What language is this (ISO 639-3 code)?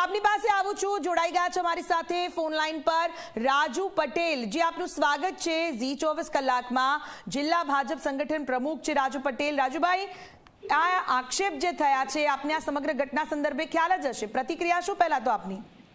guj